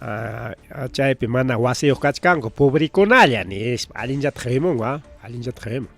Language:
Ayacucho Quechua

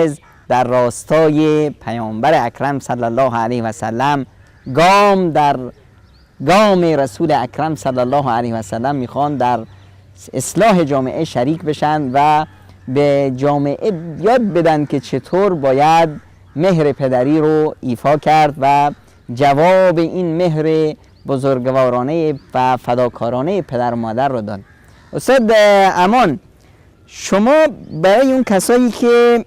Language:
Persian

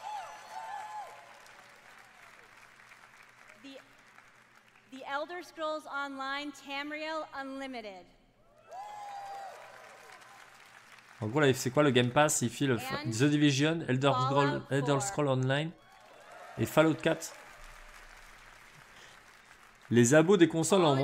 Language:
French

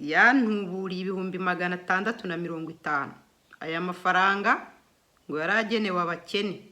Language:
Kinyarwanda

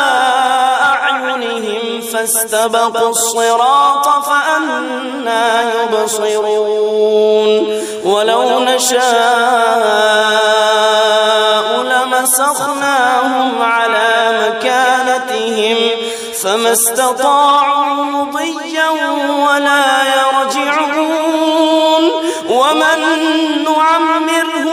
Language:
Arabic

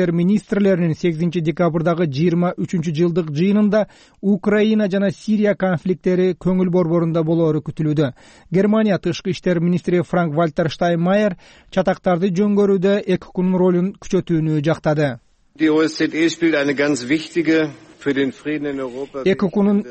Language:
Kyrgyz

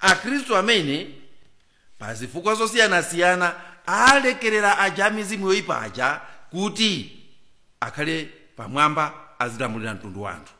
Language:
Nyanja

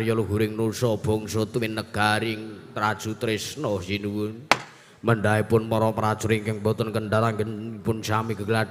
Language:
Javanese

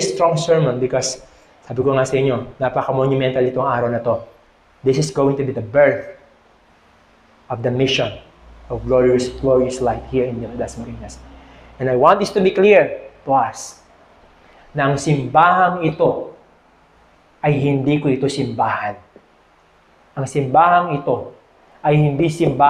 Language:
Filipino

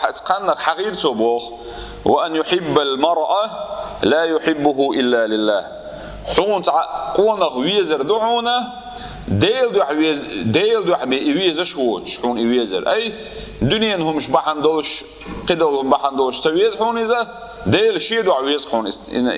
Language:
Chechen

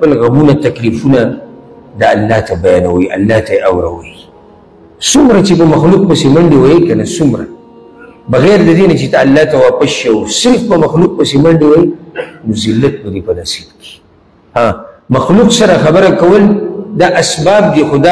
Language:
Pashto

